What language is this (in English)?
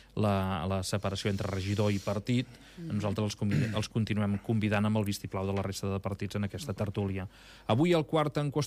Catalan